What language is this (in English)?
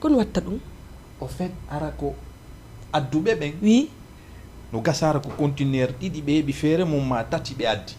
Fula